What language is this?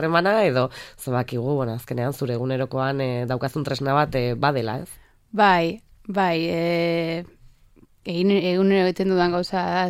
Basque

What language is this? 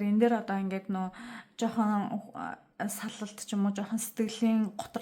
Mongolian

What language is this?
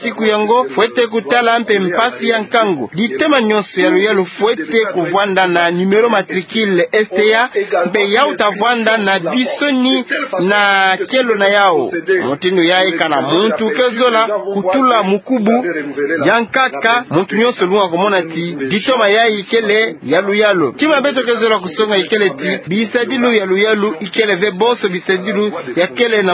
Kituba (Democratic Republic of Congo)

